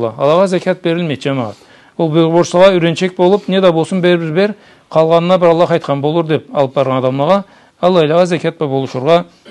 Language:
Karachay-Balkar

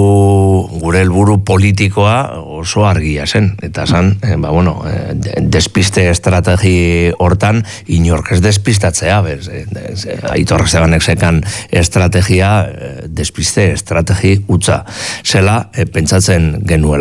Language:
Basque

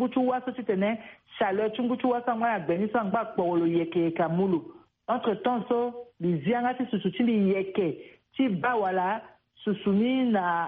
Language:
Sango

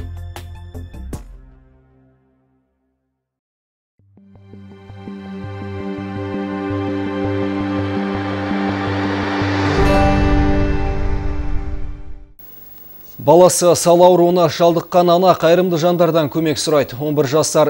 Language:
Kazakh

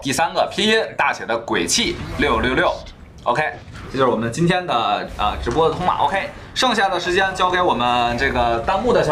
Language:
Chinese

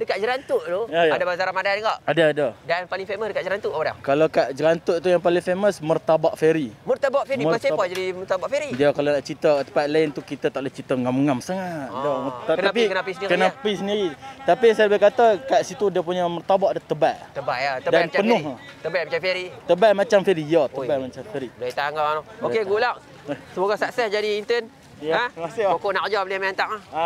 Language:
Malay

